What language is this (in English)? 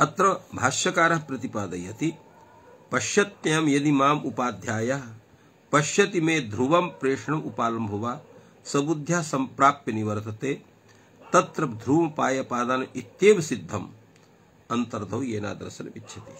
Sanskrit